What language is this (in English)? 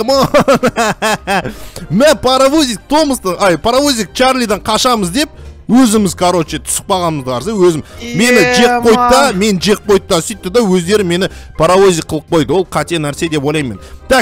Kazakh